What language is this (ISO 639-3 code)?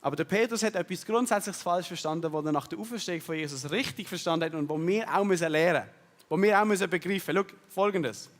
gsw